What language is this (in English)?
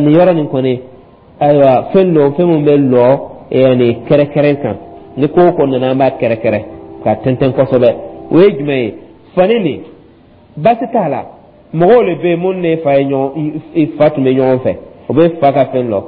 Dyula